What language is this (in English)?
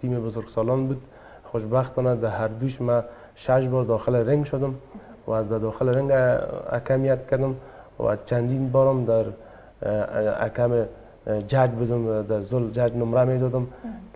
Persian